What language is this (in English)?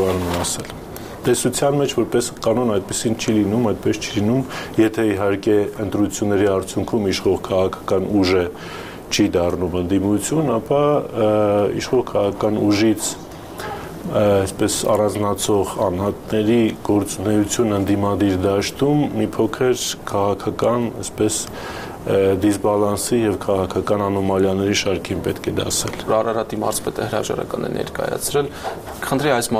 Armenian